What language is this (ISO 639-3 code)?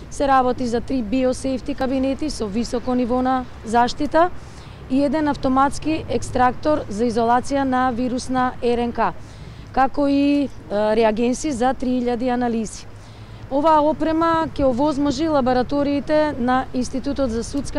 mkd